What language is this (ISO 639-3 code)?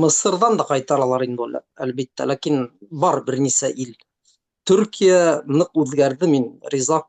bak